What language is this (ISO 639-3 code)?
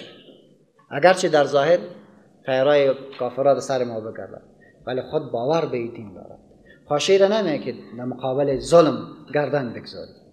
fas